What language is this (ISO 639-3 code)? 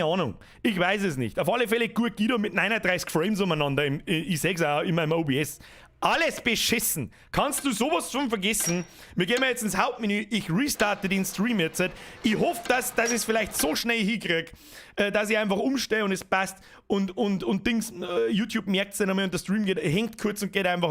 bar